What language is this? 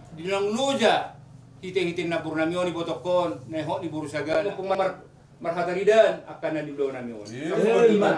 Batak Toba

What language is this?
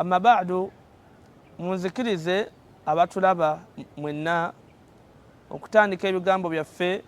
Ganda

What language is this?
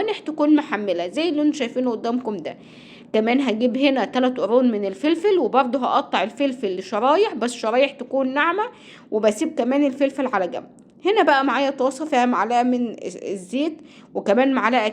Egyptian Arabic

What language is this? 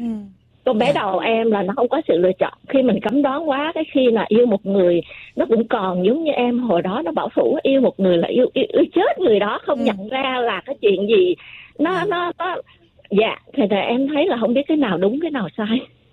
Vietnamese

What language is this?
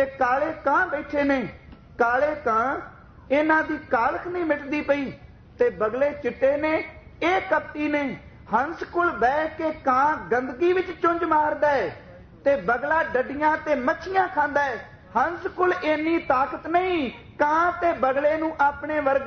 Punjabi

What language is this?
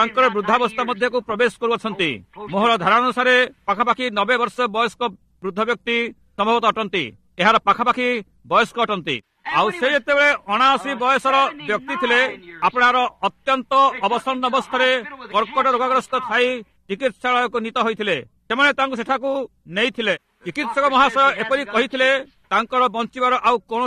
Odia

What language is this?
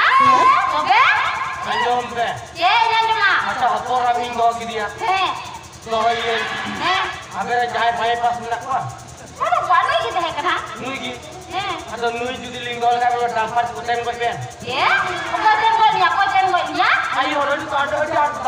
Santali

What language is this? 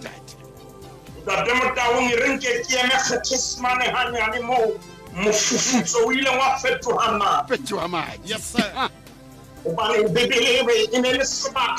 Southern Sotho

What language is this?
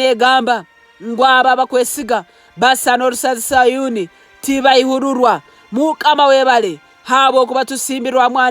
Nyankole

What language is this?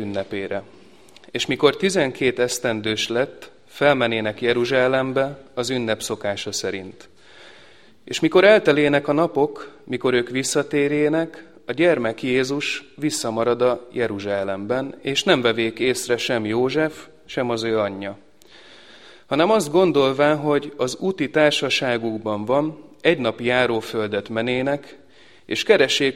Hungarian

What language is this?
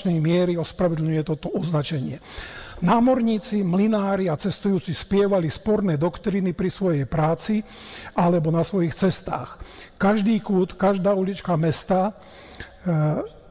Slovak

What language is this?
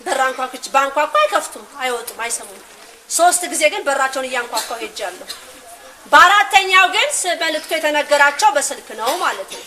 Amharic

